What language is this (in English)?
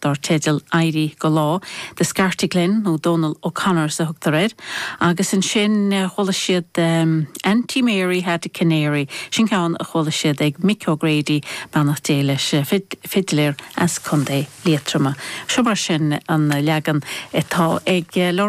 Irish